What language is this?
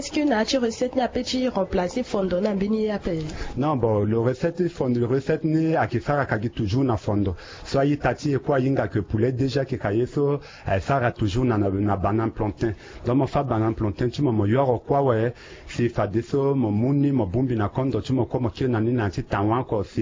Sango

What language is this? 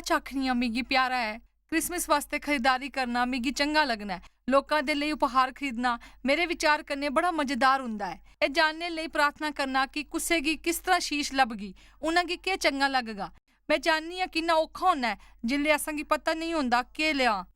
Dogri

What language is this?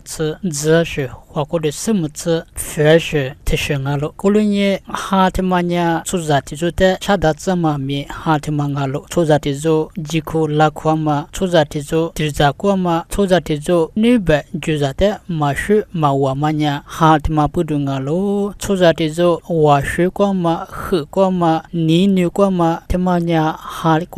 Lisu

